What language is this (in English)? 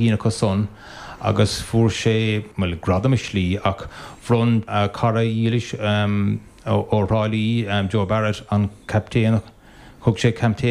Irish